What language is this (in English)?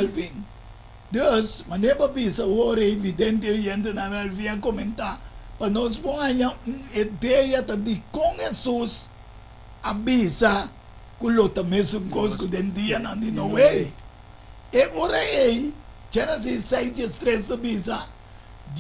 Papiamento